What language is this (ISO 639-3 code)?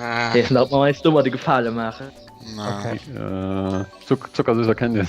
ltz